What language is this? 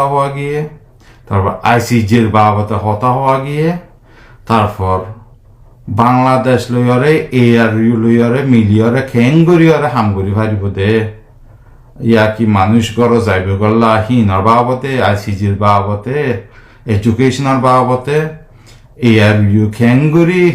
Rohingya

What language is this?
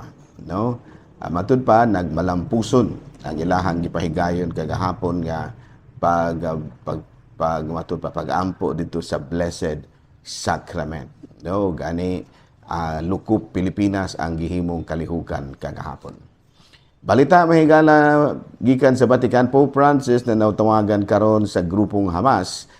Cebuano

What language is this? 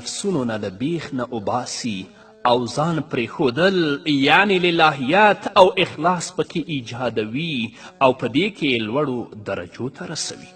Pashto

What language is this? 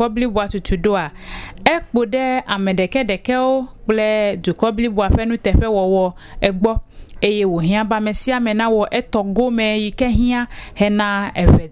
Ewe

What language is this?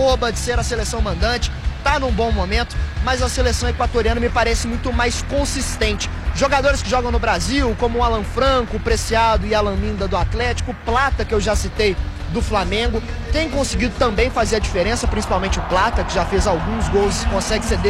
Portuguese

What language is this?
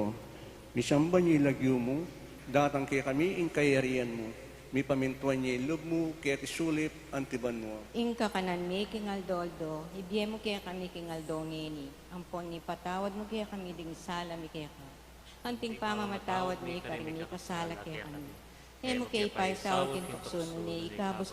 Pampanga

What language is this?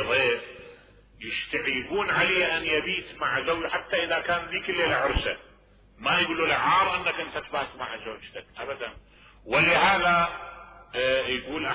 Mesopotamian Arabic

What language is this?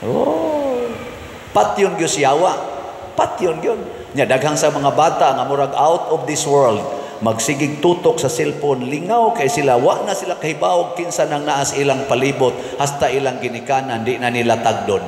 Cebuano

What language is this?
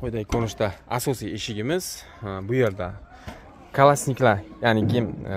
Uzbek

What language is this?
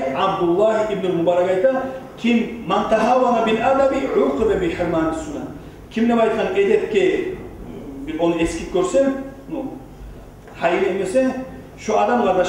Kumyk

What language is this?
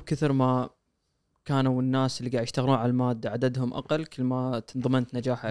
Gulf Arabic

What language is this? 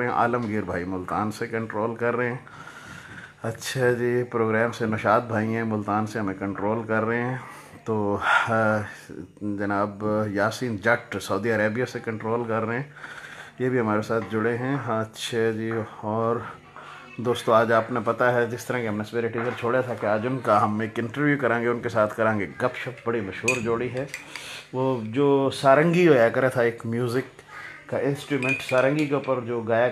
Haryanvi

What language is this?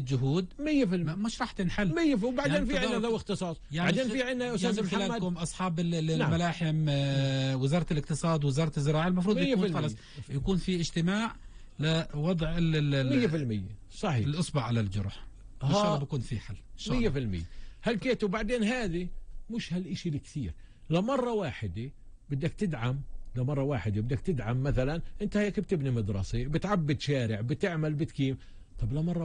North Levantine Arabic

